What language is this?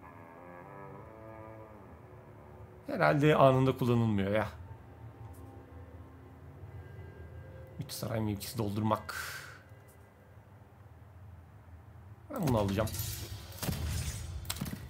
Turkish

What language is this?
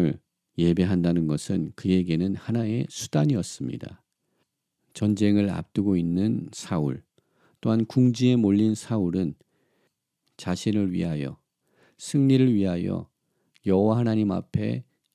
Korean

